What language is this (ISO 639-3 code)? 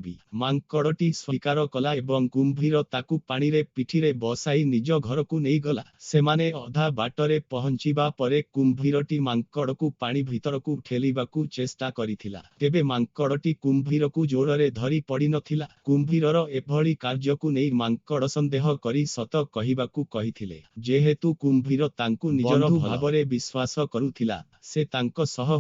ori